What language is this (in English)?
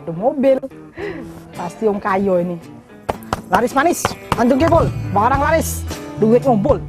Musi